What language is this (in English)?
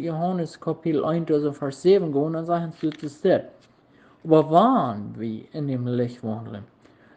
Plautdietsch